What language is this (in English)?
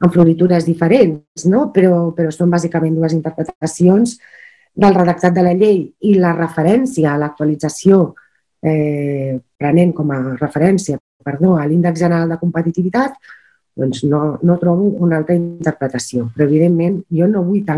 Catalan